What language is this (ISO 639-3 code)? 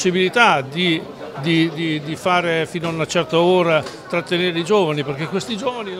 ita